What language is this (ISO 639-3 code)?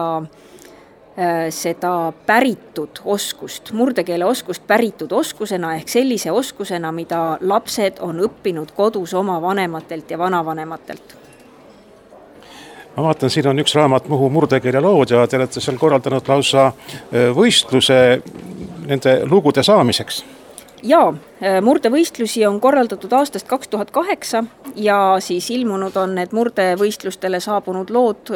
est